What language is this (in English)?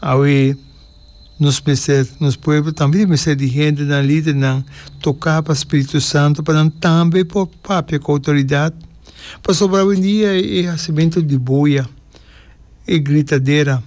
Papiamento